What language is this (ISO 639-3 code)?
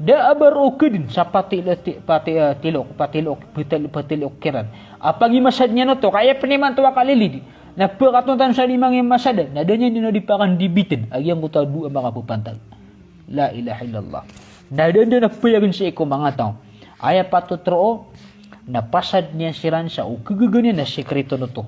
mrw